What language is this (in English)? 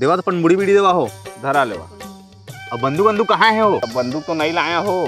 Chhattisgarhi